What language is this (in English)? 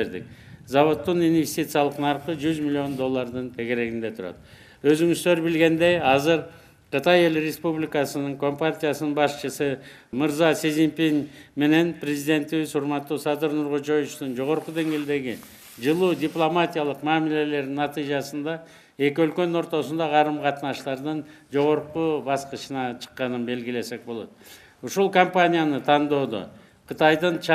Kyrgyz